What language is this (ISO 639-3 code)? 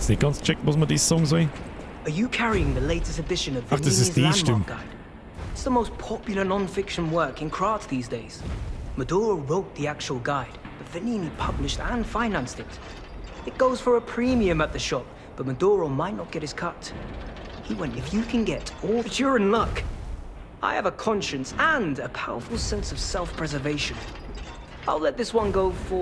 bar